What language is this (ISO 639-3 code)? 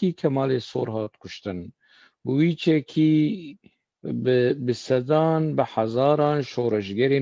kur